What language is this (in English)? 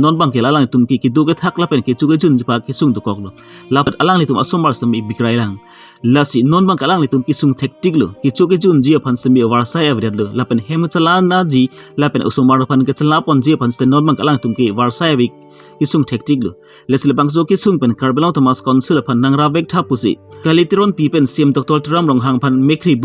Karbi